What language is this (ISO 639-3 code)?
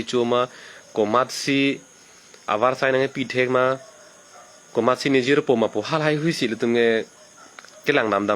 mjw